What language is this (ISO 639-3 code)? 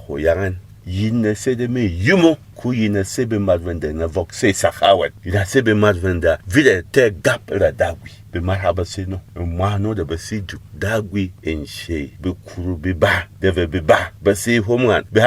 bom